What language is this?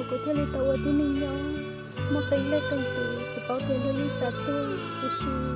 Hmong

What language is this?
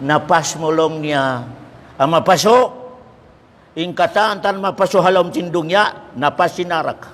Tausug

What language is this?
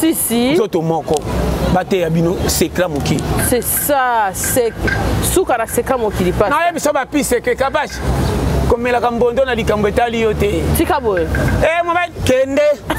Lingala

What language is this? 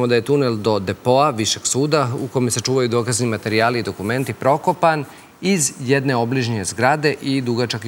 Serbian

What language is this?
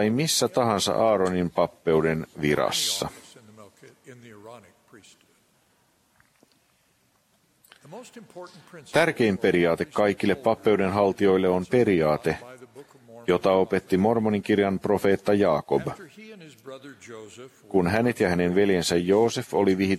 Finnish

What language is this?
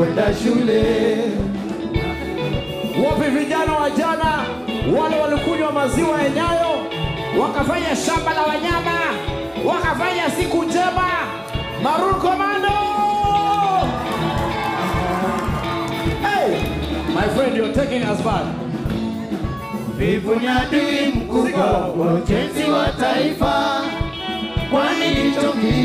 Swahili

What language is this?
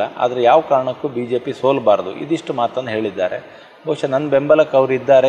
Kannada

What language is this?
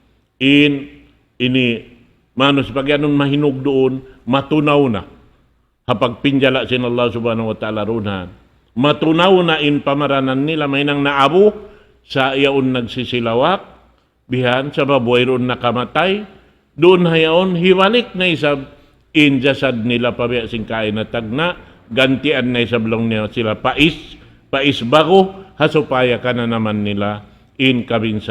Tausug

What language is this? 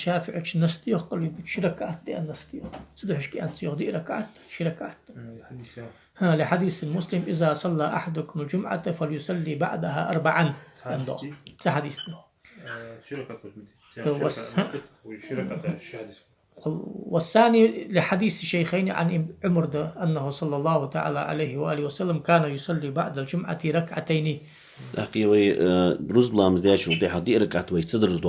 Ingush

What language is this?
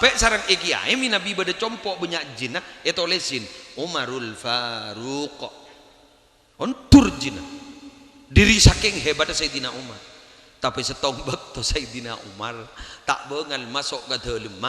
Madurese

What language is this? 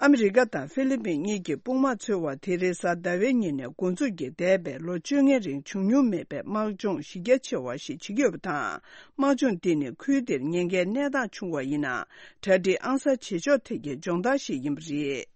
Tibetan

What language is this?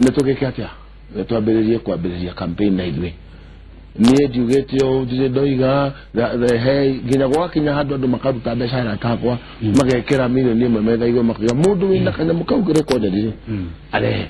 Kikuyu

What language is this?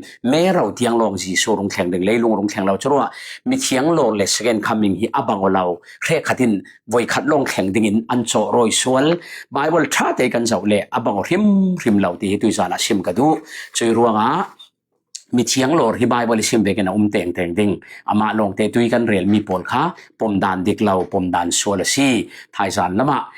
Falam Chin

